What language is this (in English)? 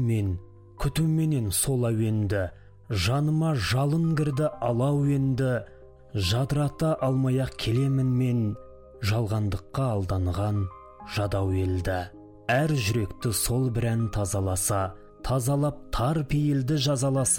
Kazakh